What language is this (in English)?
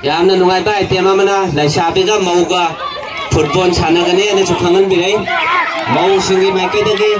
Manipuri